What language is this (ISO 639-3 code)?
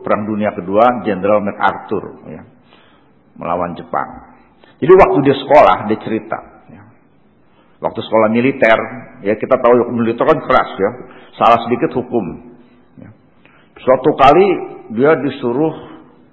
ind